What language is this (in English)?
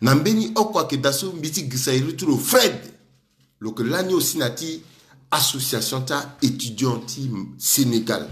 Sango